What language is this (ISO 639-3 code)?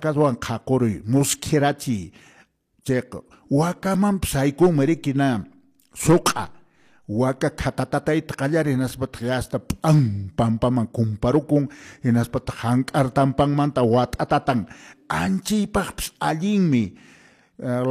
que